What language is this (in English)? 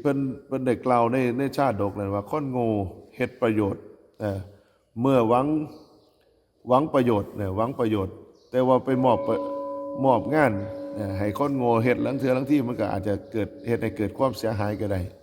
Northeastern Thai